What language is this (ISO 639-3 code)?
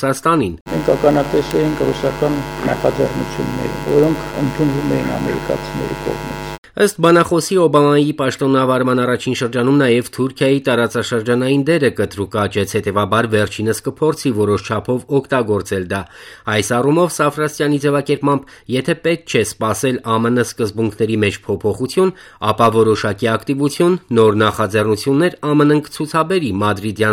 hye